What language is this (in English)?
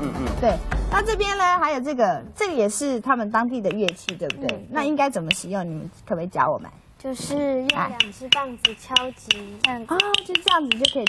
Chinese